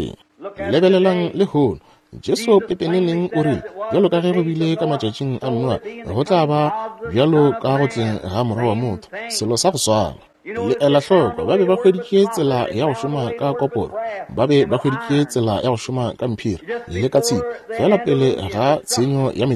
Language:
Northern Sotho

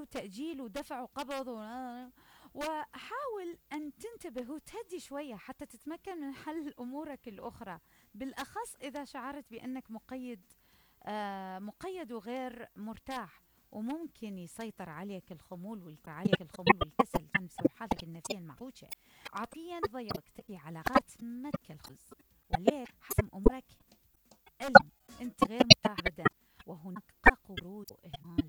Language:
Mesopotamian Arabic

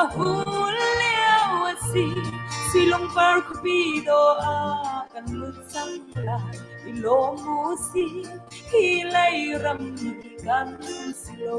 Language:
Hakha Chin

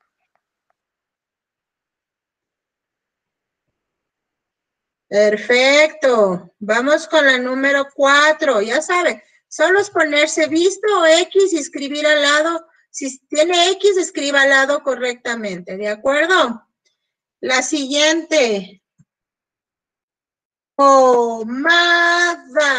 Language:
Spanish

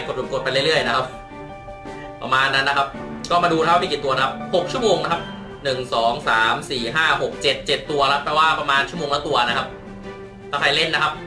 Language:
Thai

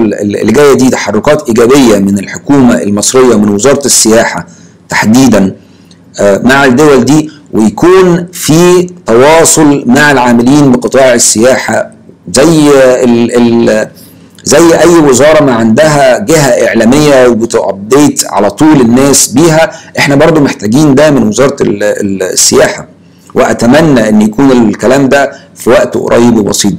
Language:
Egyptian Arabic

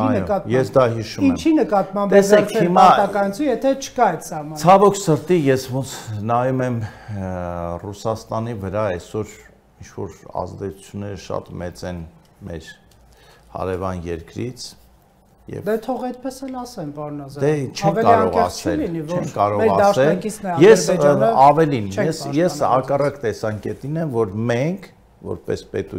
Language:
Armenian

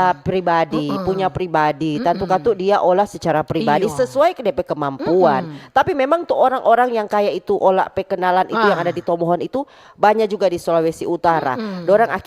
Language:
Manado Malay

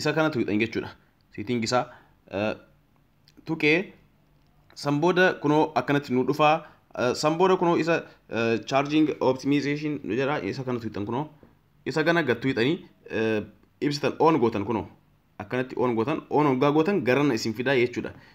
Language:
Oromo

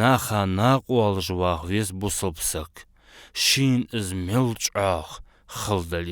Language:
Ingush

